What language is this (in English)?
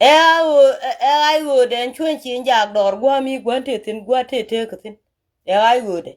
Nuer